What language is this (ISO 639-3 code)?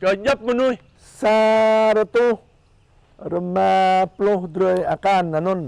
jra